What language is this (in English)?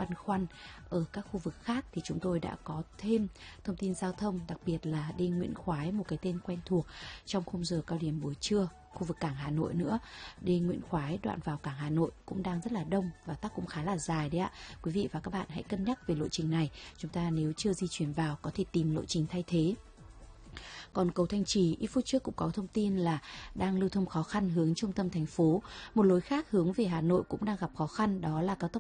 Vietnamese